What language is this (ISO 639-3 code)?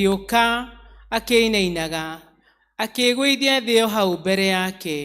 kik